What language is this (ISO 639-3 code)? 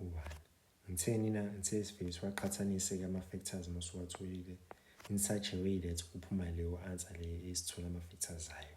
zul